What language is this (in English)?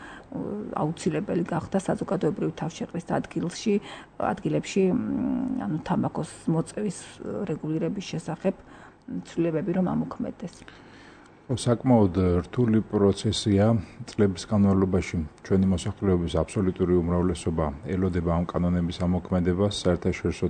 Georgian